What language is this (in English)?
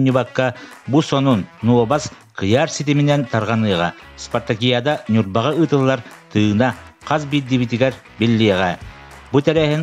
Yakut